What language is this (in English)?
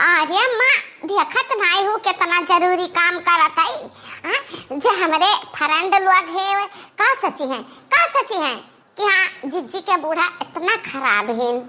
Awadhi